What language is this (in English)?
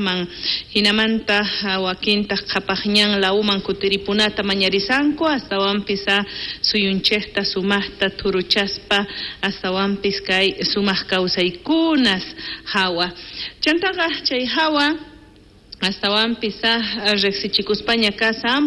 South Bolivian Quechua